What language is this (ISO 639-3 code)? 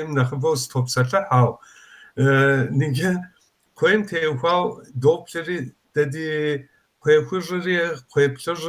kbd